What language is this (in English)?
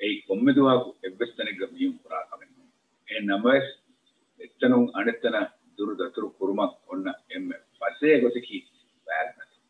Divehi